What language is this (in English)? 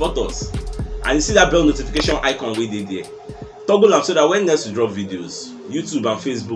Nigerian Pidgin